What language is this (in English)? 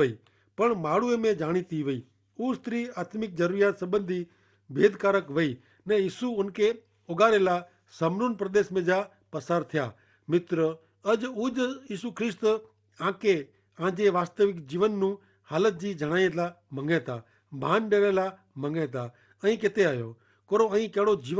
Kachhi